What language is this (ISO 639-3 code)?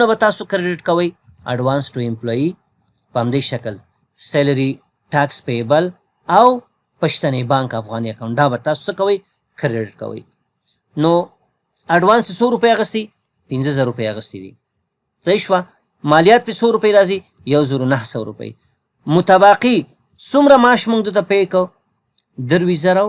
pus